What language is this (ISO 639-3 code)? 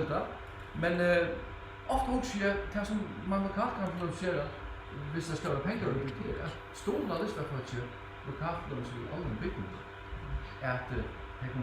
fao